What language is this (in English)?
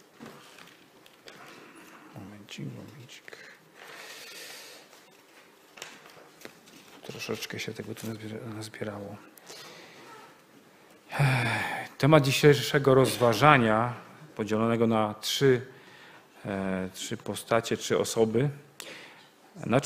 Polish